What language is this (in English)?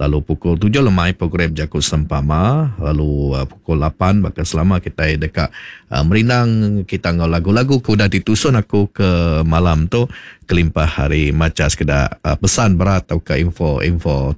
Iban